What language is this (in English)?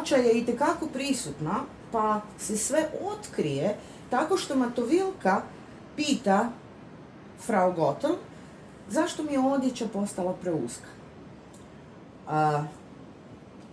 Croatian